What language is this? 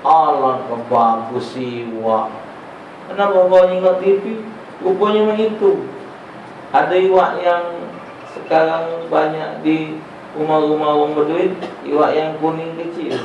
Musi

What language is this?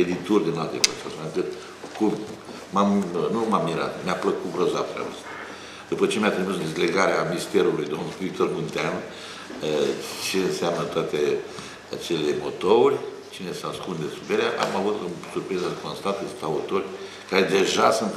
Romanian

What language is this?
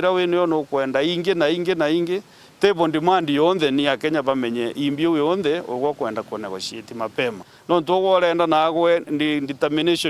Meru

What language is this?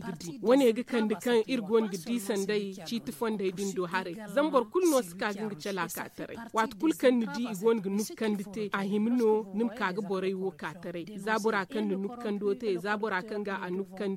Zarma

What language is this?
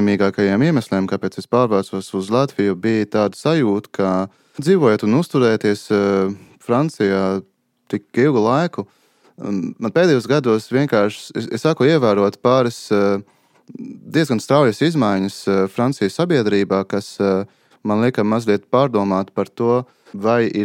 Latvian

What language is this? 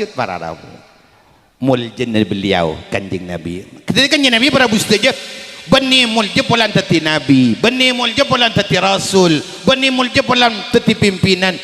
Madurese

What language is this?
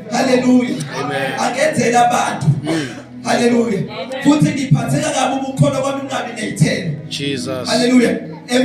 Zulu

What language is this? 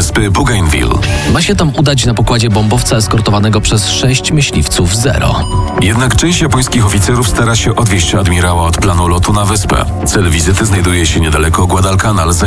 Polish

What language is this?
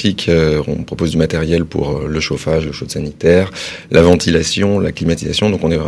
French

